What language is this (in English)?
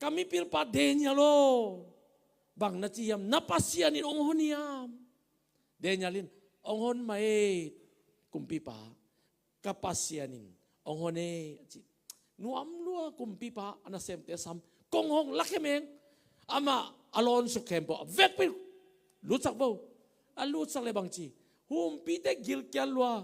Tedim Chin